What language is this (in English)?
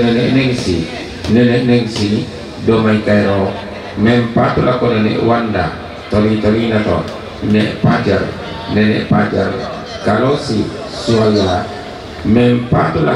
Toraja-Sa'dan